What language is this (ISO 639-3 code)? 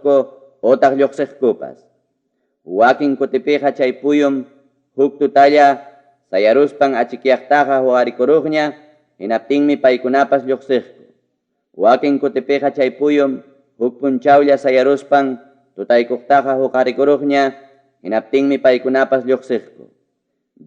quy